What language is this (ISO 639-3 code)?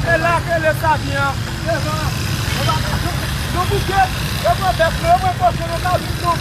hat